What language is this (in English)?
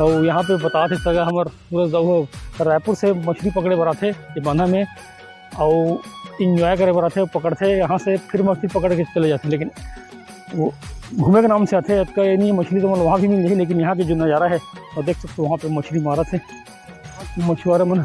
Chhattisgarhi